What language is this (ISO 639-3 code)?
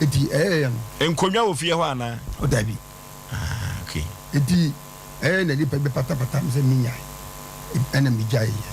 aka